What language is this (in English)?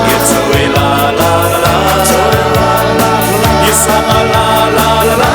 Samoan